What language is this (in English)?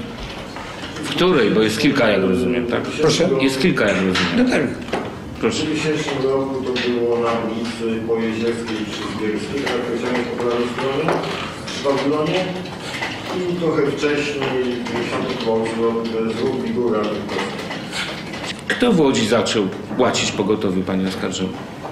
Polish